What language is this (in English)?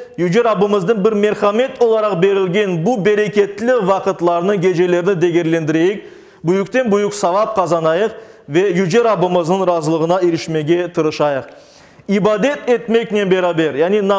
Crimean Tatar